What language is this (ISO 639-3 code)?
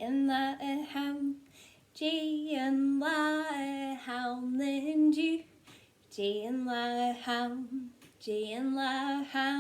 gla